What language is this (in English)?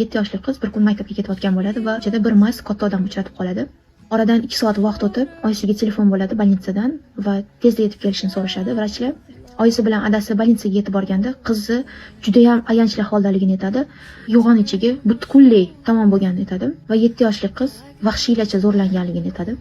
Uzbek